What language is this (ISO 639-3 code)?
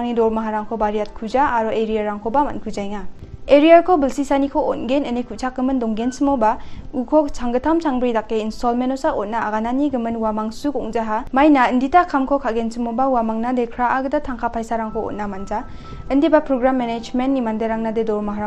grt